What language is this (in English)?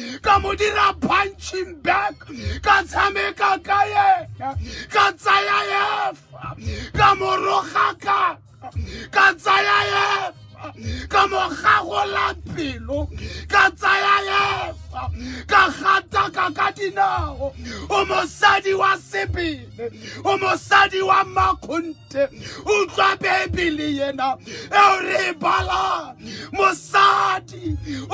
Tswana